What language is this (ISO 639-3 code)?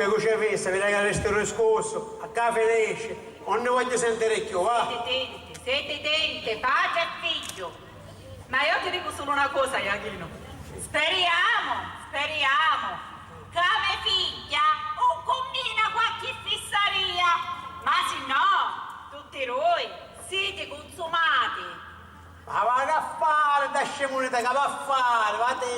scn